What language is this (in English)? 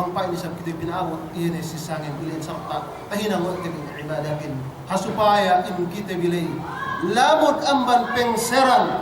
Yakan